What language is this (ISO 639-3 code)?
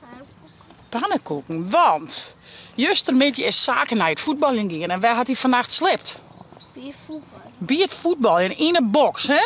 fry